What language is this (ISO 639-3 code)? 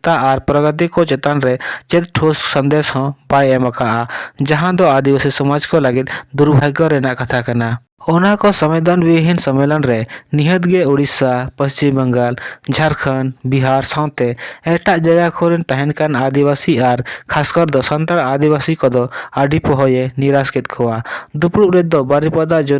sat